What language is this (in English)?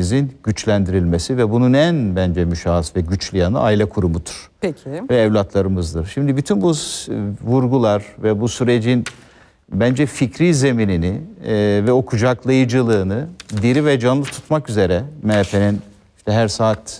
Turkish